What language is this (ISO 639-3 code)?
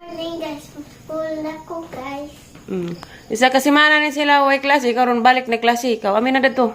ceb